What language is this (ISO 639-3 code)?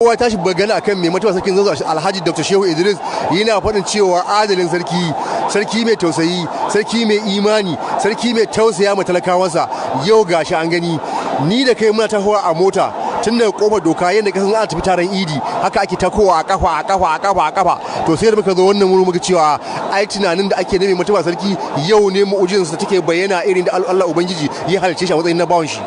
hau